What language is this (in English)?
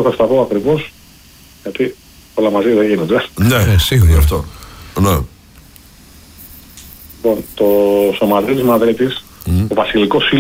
Greek